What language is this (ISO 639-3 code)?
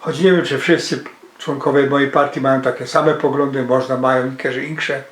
szl